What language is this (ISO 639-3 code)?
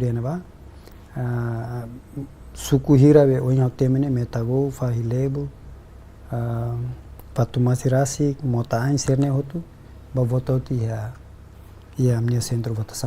tet